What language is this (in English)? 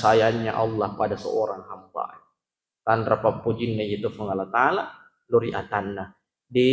Buginese